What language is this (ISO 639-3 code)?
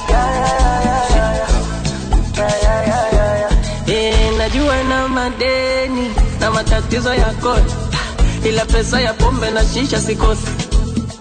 swa